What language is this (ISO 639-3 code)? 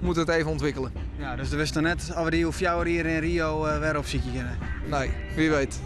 fry